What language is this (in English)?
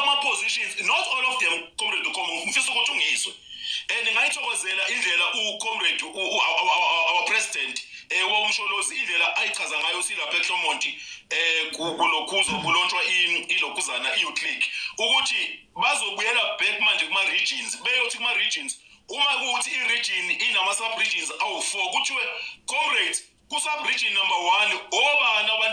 Zulu